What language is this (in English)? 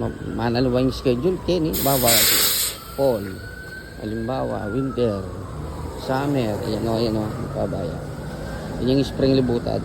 Pampanga